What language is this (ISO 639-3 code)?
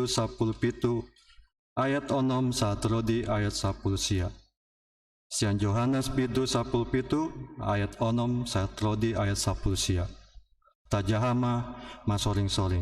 bbc